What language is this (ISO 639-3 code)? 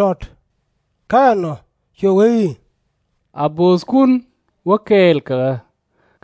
nus